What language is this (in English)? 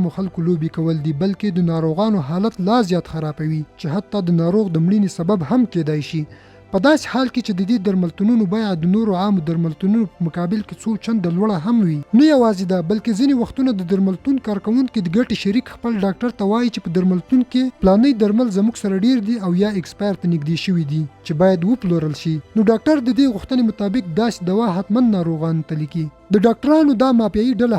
Pashto